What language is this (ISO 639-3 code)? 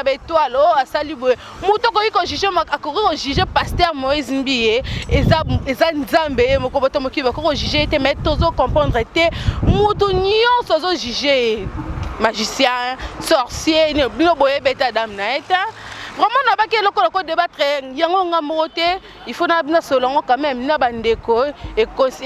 lin